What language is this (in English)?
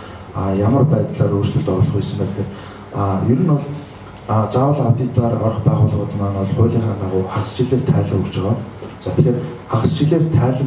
Mongolian